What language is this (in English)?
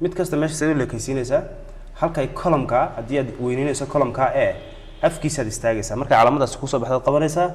Somali